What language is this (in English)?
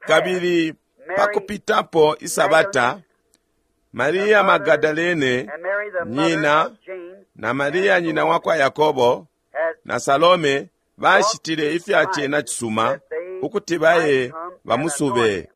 Bemba